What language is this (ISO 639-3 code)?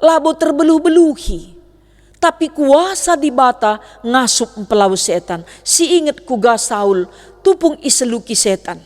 btx